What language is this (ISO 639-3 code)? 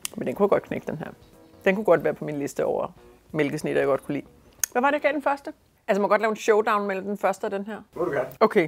dan